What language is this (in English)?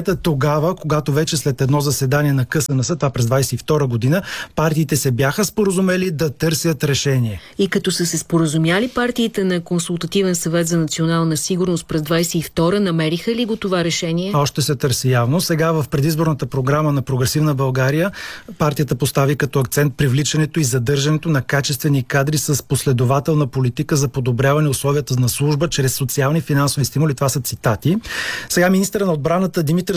Bulgarian